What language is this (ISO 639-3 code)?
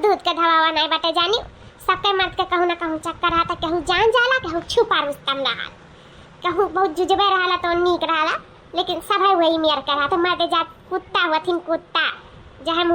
awa